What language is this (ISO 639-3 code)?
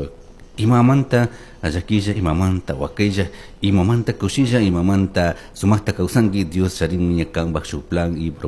qug